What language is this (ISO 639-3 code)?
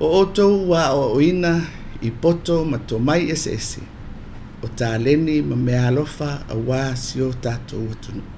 smo